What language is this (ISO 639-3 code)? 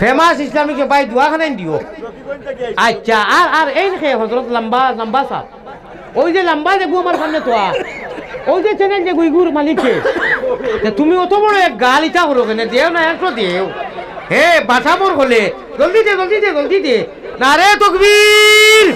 syl